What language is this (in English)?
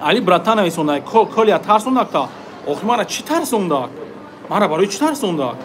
Tajik